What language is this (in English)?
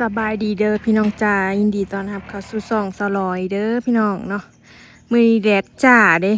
Northeastern Thai